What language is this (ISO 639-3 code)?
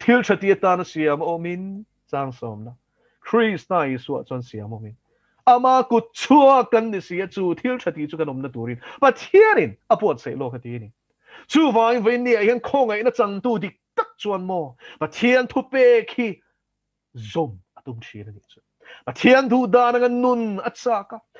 lus